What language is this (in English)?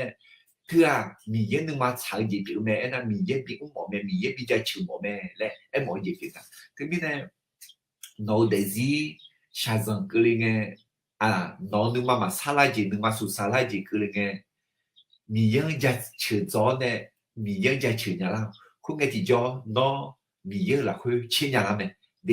Akha